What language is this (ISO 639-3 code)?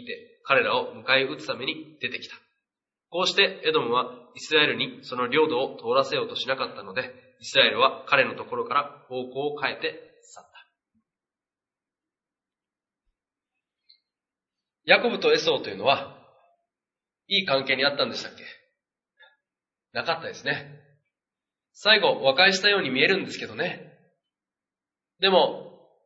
jpn